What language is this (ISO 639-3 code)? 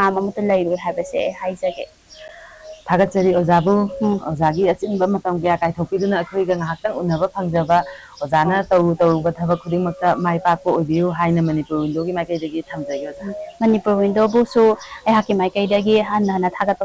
mni